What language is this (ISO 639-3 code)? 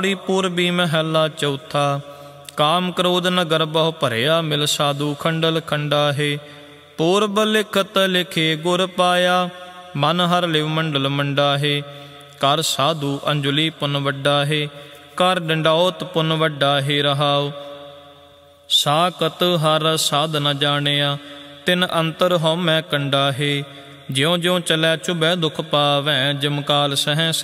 pan